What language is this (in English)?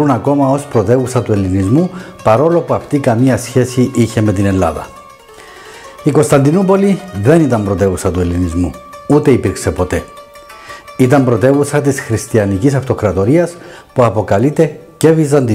Greek